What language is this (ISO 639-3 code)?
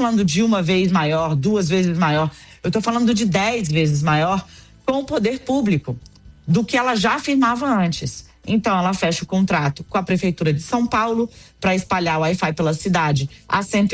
por